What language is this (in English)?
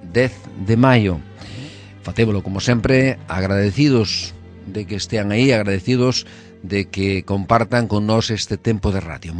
Galician